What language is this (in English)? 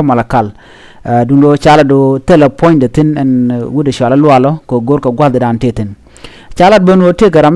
Nuer